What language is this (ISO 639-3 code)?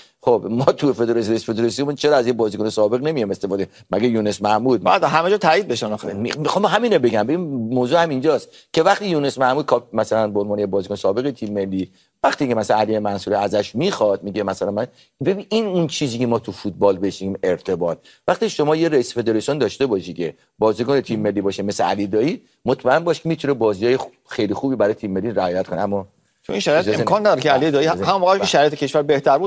fas